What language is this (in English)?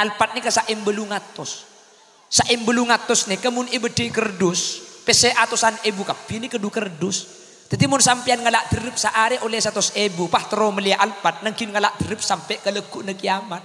Madurese